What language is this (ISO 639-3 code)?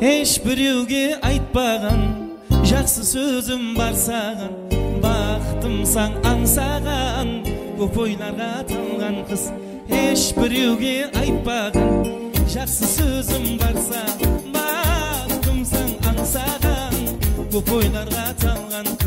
kaa